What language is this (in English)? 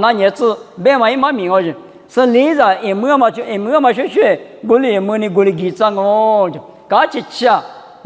Lisu